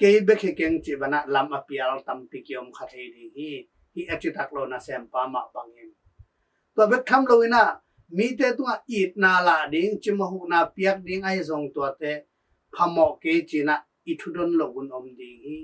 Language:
Tedim Chin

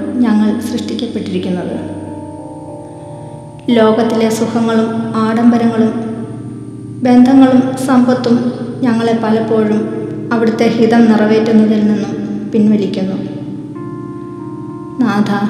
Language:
Malayalam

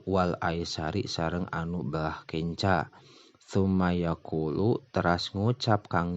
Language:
Sundanese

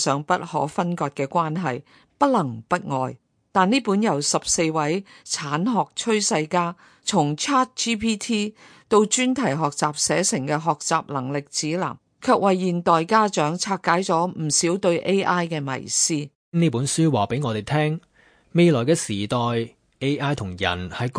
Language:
Cantonese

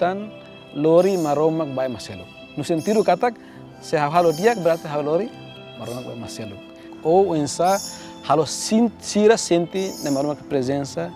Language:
Tetum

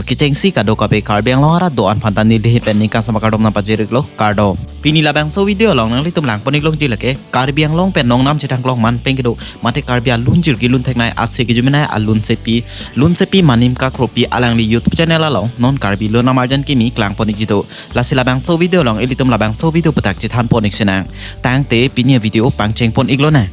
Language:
Karbi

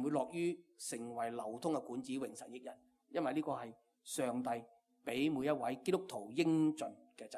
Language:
Cantonese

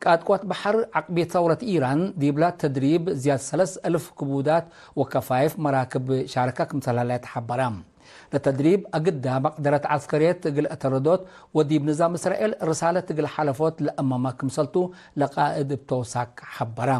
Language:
Tigre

